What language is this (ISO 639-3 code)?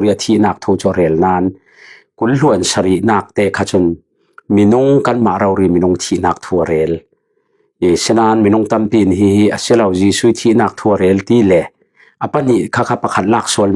cfm